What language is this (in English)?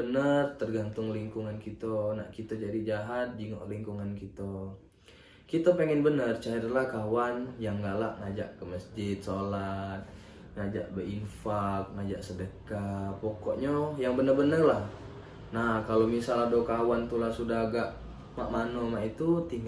Musi